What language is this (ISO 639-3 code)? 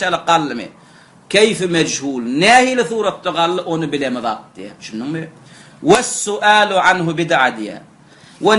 tuk